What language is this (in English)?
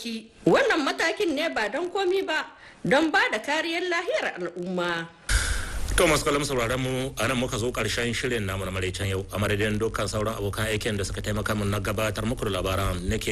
Hausa